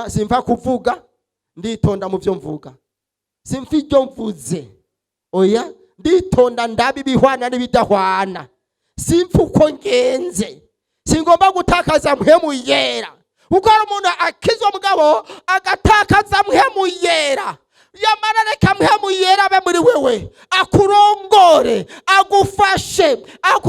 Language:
Rundi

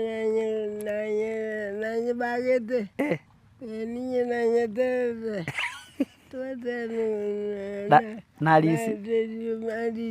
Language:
Gusii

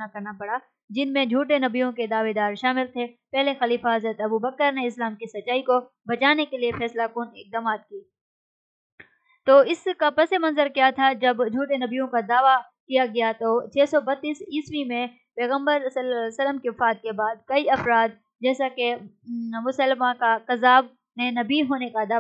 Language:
Urdu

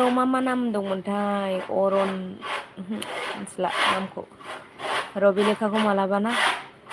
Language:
Bodo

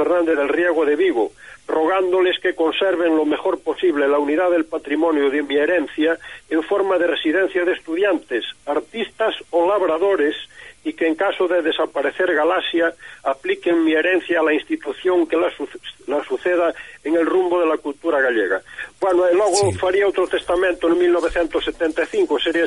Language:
Galician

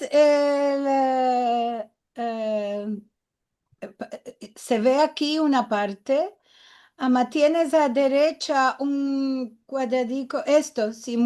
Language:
Ladino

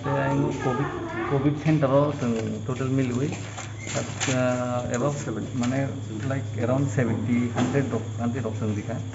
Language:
Kok Borok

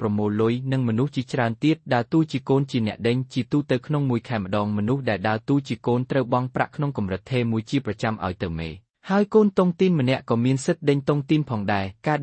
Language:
Khmer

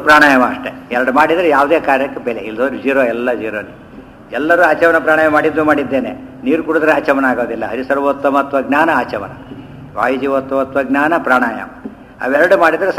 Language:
Kannada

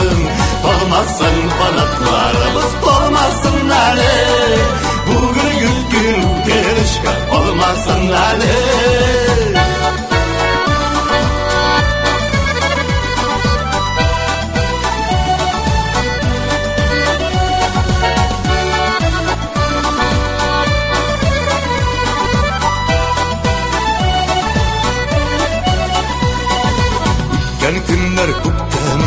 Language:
Tatar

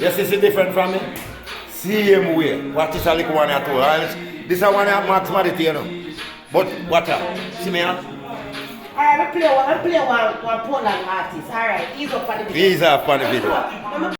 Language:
Jamaican Creole English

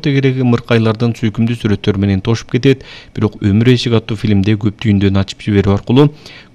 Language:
Kyrgyz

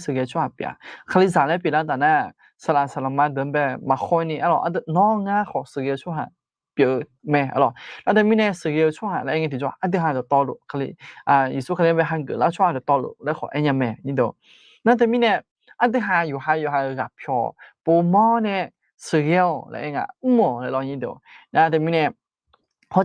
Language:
Akha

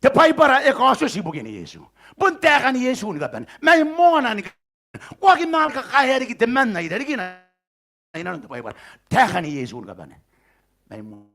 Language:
Gilbertese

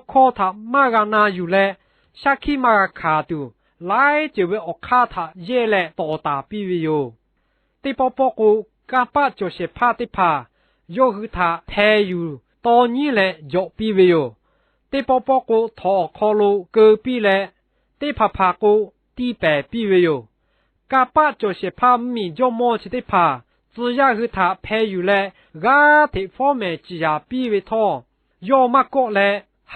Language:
Lahu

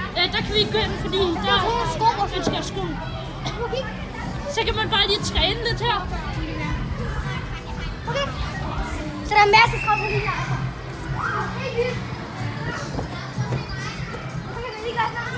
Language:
Danish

